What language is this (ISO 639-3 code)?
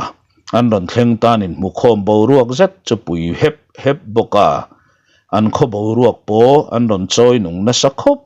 lus